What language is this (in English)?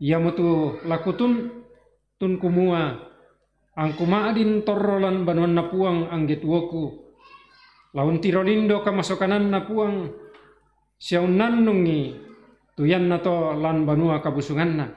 Toraja-Sa'dan